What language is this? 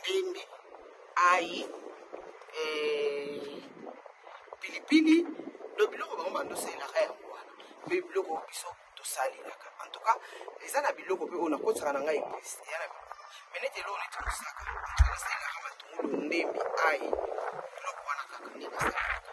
Lingala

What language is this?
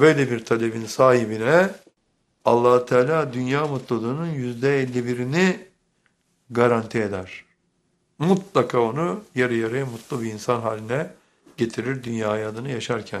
Turkish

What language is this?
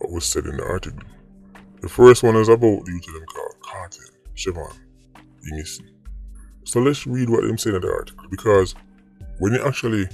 Jamaican Creole English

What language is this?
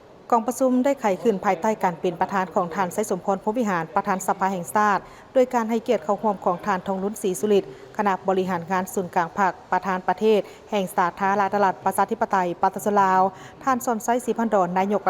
Lao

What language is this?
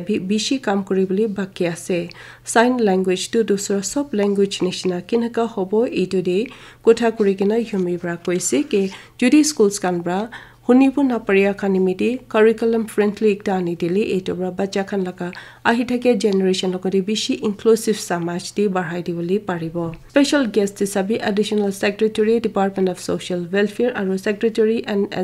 Naga Pidgin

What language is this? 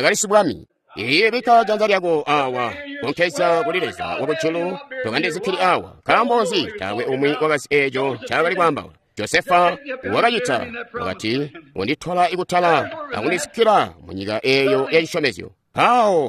Tonga (Zambia)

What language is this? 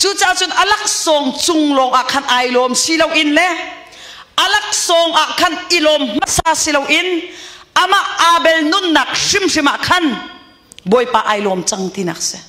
Hakha Chin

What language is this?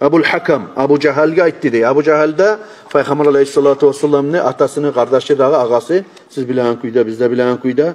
Kumyk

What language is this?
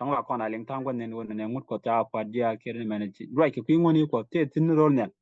Nuer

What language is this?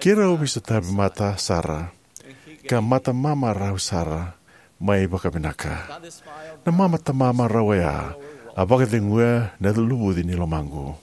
Fijian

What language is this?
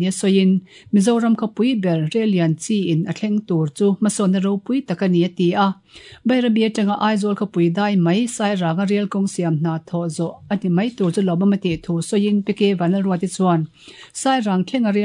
Mizo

